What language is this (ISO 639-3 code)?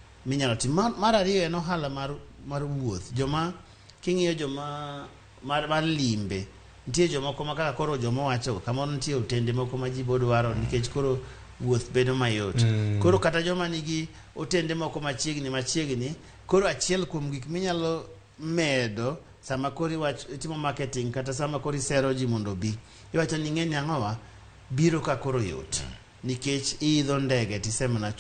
luo